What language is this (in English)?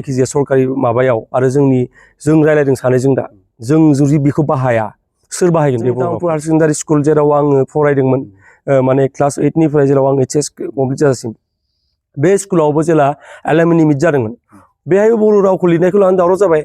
Bodo